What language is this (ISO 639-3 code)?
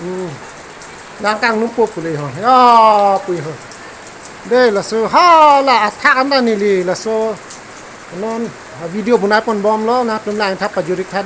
mjw